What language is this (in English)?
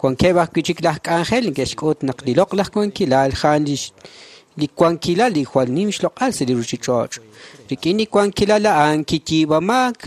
Kekchí